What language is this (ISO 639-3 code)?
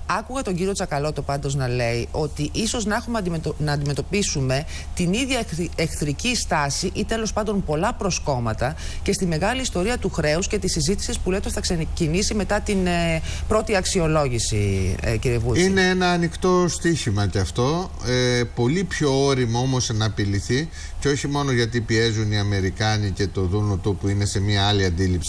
ell